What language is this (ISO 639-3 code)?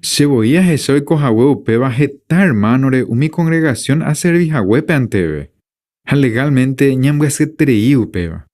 grn